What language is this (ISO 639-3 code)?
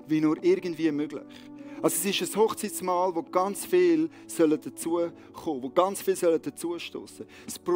gsw